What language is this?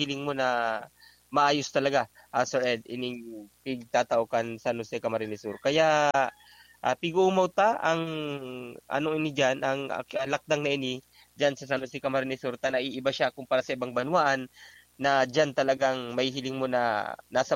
Bikol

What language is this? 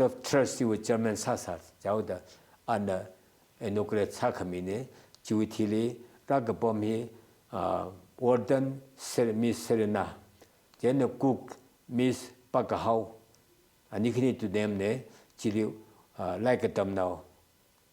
Tangkhul Naga (India)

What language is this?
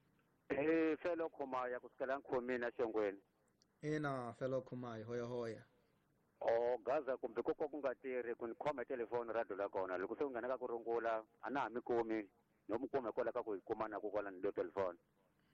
Tsonga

